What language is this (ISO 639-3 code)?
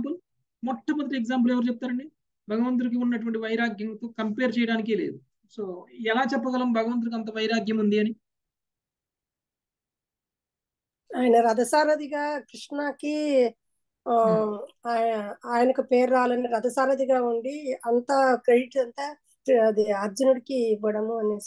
tel